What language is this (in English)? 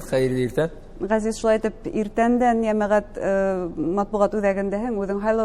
Bashkir